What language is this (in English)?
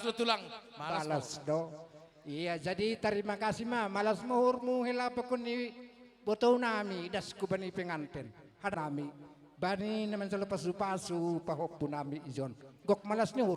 Batak Simalungun